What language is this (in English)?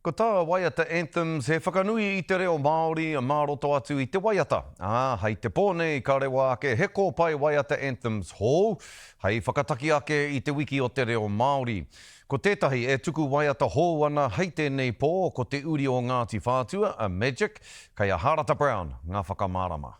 Māori